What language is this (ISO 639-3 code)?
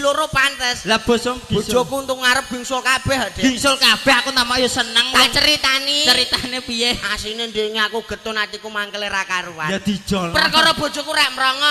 jav